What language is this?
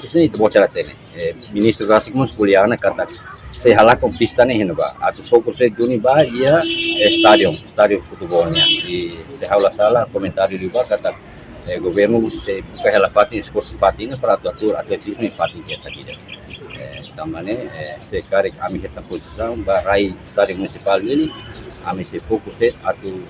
Tetum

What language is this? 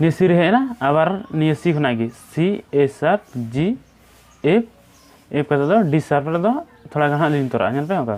Santali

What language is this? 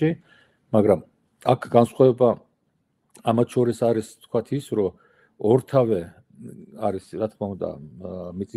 Georgian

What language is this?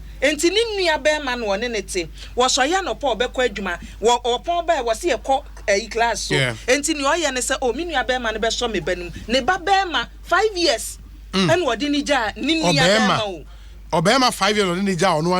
Akan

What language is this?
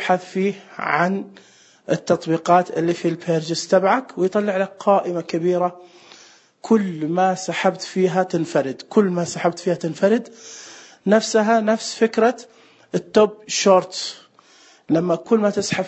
Najdi Arabic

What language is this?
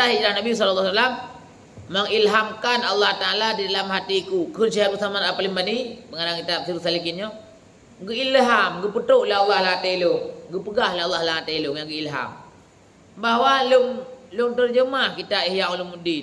Achinese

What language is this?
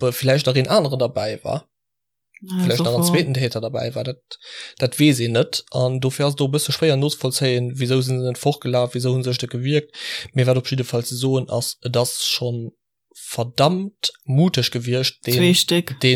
Luxembourgish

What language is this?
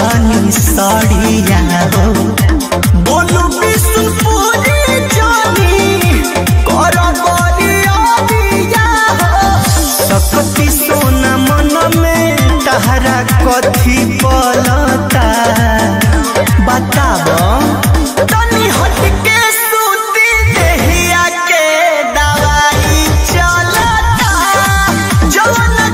Bhojpuri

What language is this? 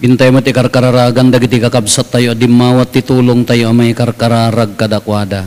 Iloko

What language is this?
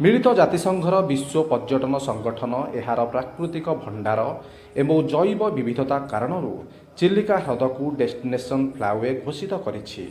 Odia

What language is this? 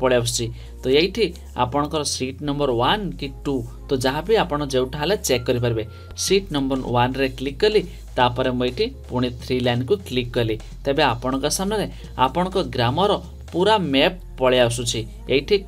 Odia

